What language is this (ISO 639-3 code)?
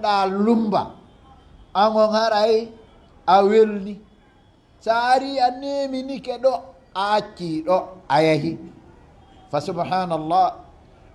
ful